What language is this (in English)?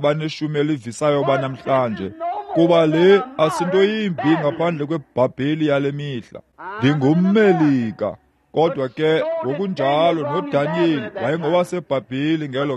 Xhosa